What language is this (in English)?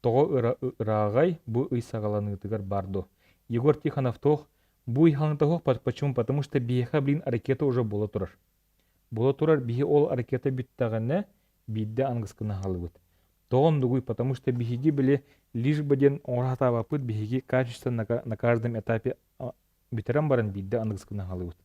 Yakut